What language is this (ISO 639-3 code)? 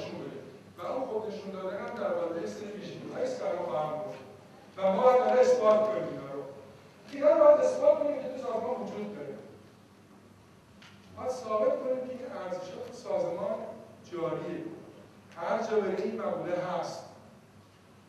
fas